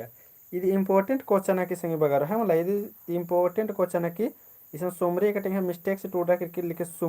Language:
Kurukh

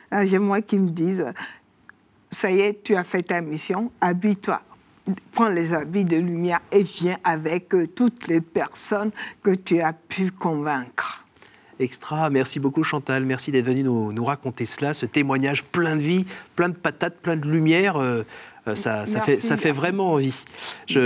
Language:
French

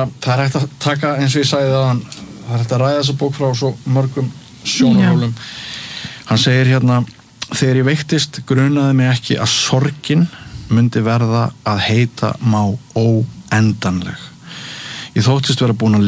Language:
Icelandic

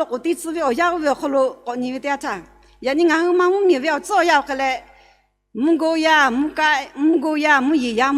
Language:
Lahu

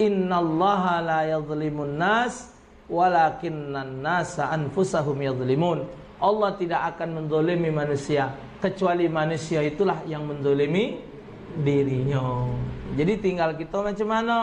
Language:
Musi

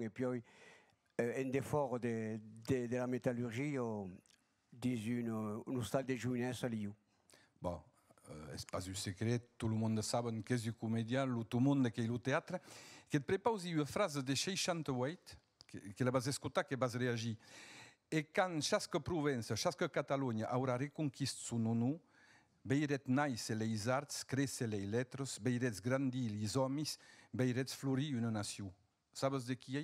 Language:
Occitan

